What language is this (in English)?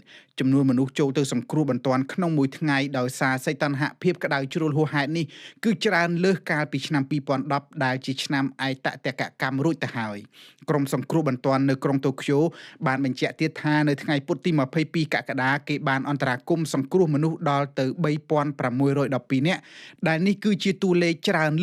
Khmer